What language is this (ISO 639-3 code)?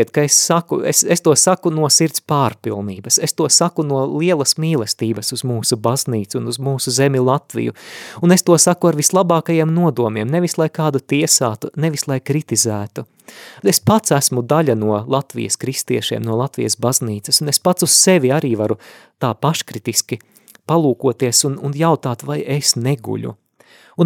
lav